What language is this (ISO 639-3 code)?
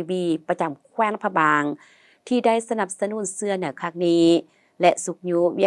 lao